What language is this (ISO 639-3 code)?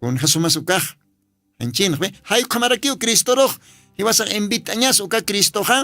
aym